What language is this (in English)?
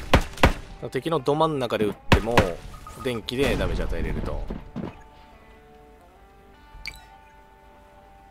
Japanese